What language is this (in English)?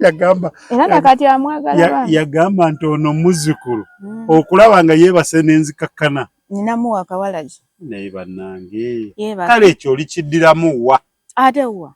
Ganda